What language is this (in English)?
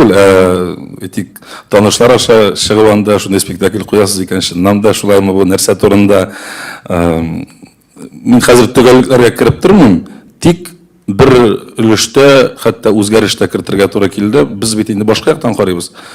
Tatar